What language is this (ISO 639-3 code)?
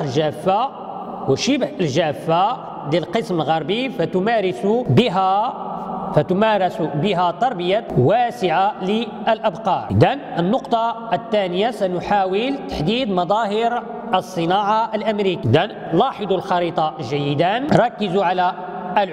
ara